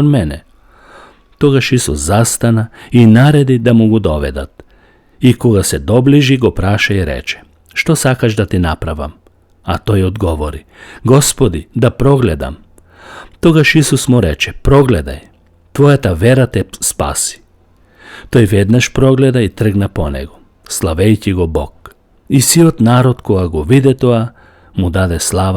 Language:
Macedonian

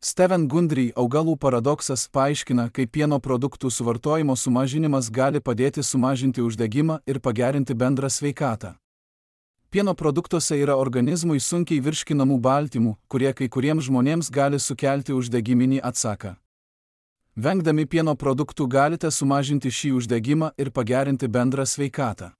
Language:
Lithuanian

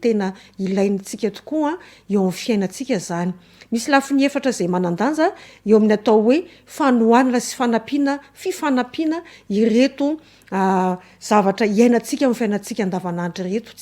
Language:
Malagasy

